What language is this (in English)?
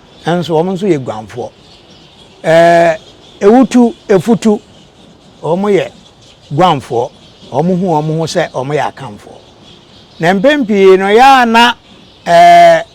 Akan